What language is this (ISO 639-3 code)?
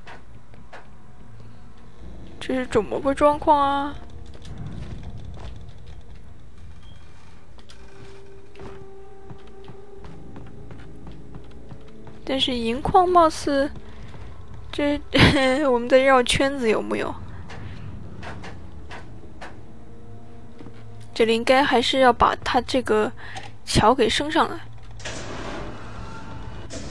zho